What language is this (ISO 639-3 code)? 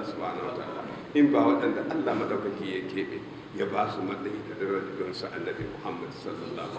hau